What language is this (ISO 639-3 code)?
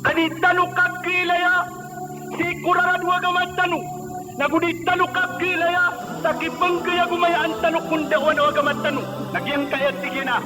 mrw